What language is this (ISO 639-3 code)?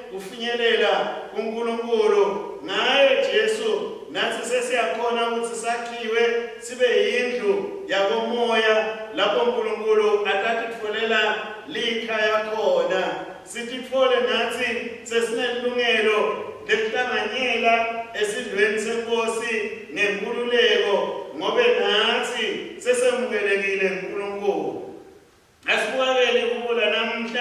ssw